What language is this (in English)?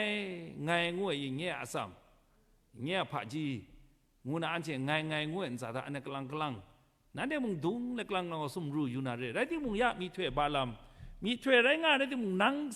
Kachin